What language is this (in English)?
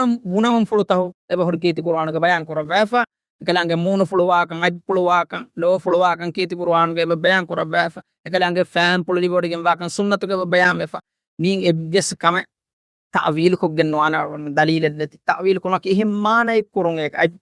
Divehi